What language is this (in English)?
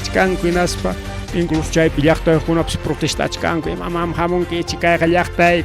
Ayacucho Quechua